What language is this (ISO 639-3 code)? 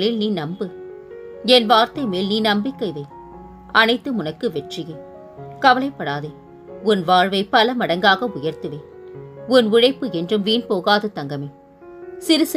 tam